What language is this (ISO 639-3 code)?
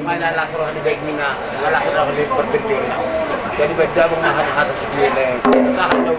bbc